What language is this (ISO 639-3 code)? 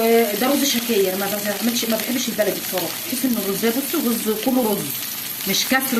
arz